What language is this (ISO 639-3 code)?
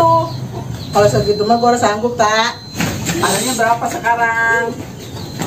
bew